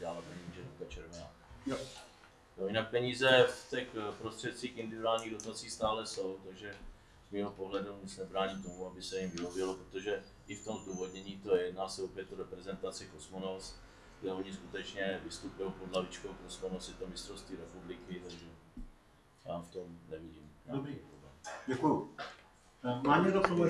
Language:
Czech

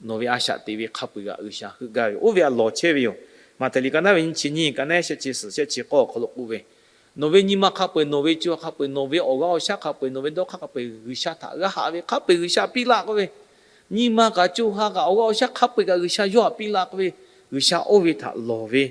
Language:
Lahu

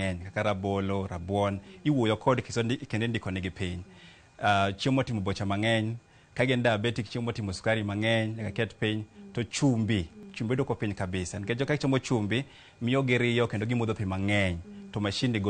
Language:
Luo (Kenya and Tanzania)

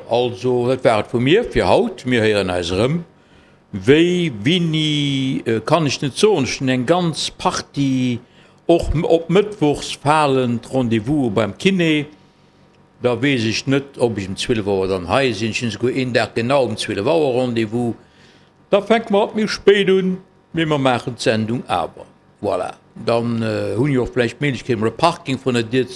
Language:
Luxembourgish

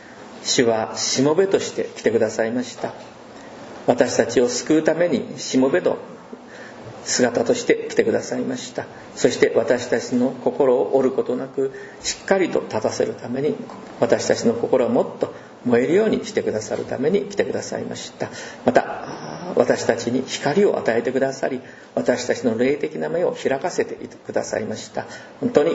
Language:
Japanese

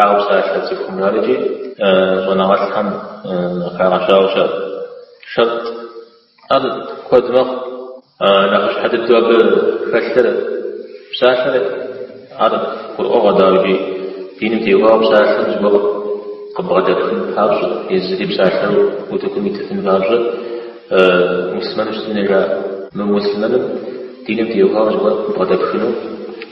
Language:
Kabardian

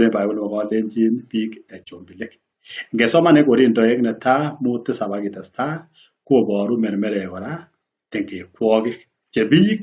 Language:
Kalenjin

